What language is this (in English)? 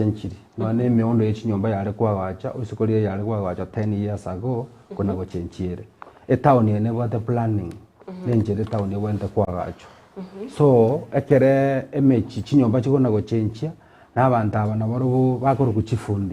Gusii